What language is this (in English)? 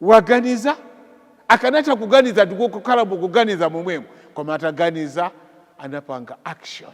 Nyanja